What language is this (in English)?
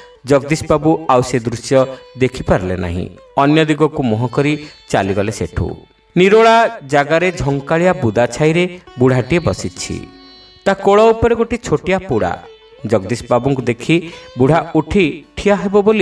Odia